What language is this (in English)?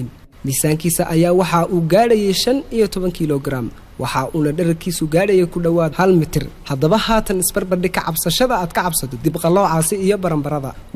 Somali